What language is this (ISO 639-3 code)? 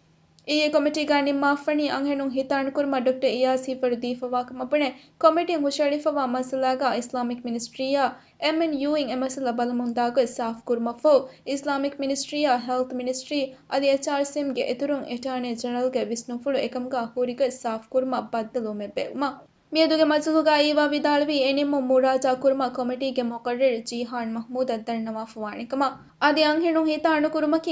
div